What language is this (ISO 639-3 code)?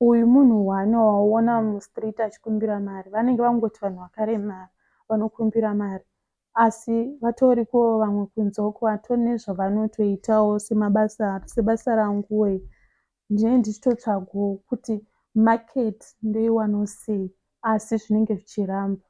sna